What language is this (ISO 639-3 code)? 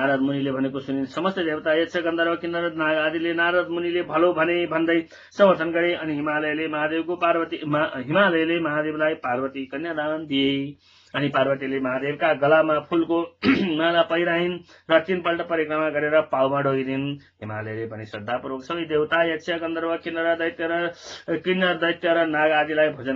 nep